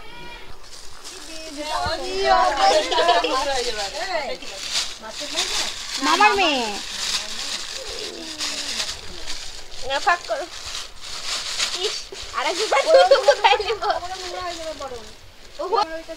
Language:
Bangla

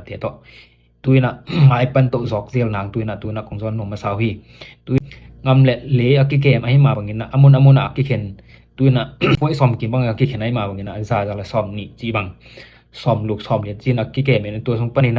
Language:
Tedim Chin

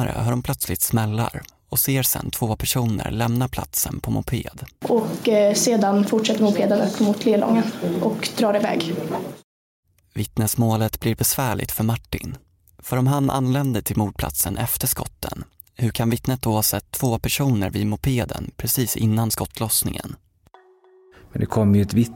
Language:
Swedish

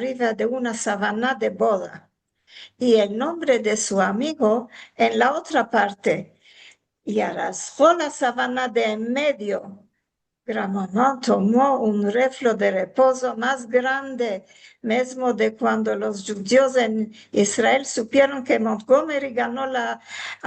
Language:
Ladino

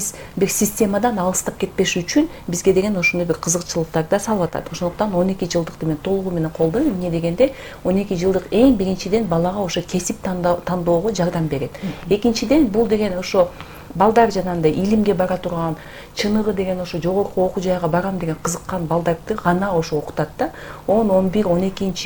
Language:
Kyrgyz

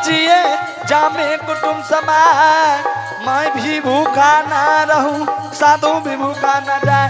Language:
Angika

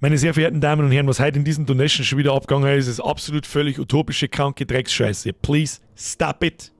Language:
Bavarian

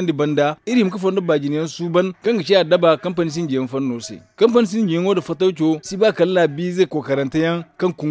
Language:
Zarma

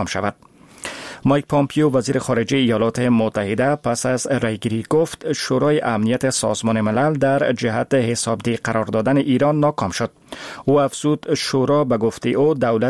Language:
Persian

